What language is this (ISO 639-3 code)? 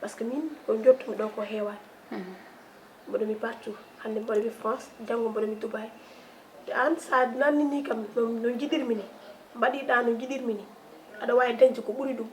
ful